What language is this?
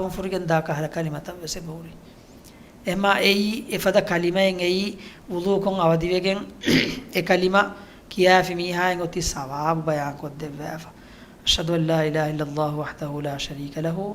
Divehi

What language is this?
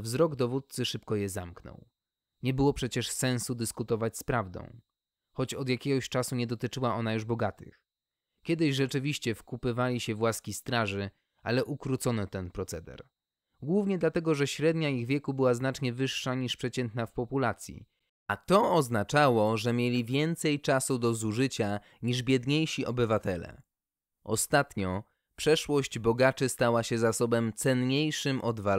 Polish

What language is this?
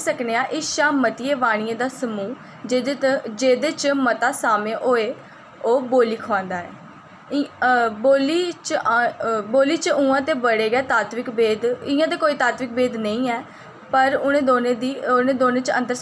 Dogri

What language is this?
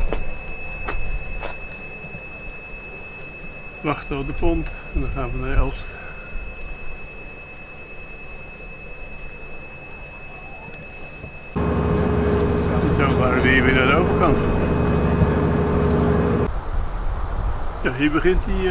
Dutch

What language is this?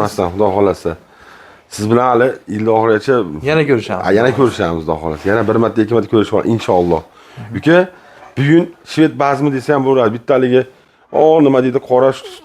Uzbek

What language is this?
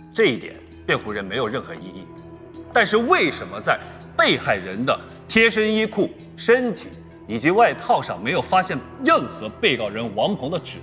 Chinese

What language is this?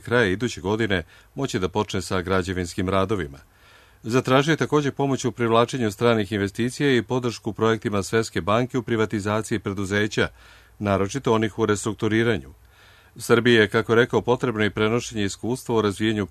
Serbian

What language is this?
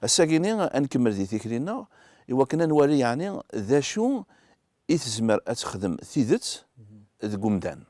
Kabyle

